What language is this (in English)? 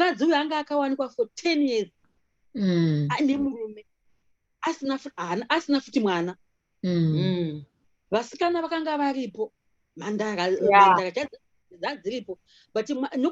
Shona